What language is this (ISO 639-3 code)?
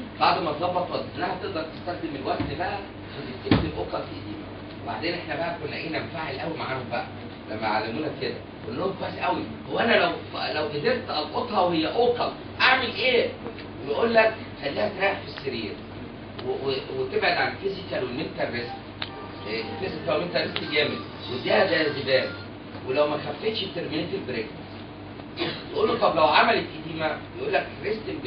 arz